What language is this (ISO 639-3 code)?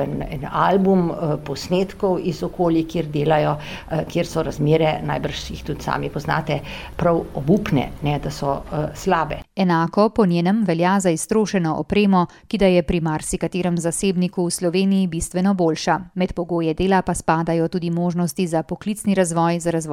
slv